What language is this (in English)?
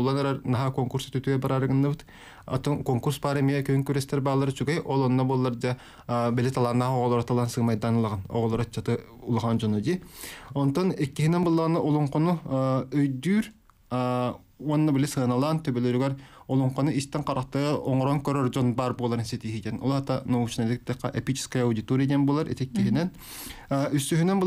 Yakut